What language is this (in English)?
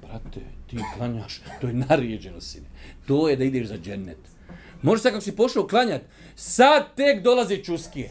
Bosnian